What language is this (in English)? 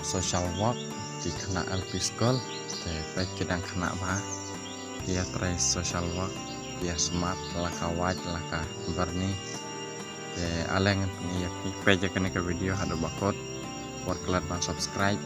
Khasi